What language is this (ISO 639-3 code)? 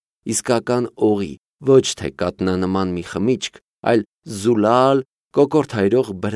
hye